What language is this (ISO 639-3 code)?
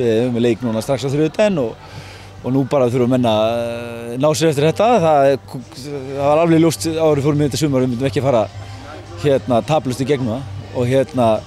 isl